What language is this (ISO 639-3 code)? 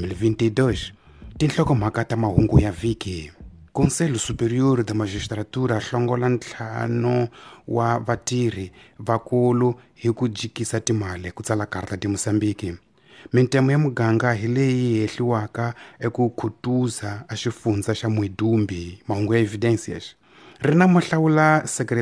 tso